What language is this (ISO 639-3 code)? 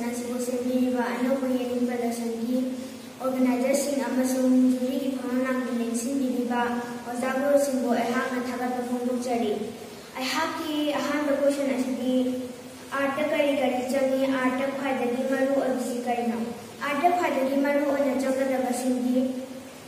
mni